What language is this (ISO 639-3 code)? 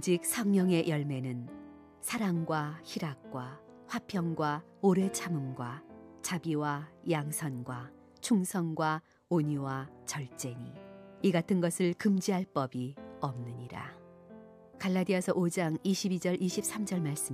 kor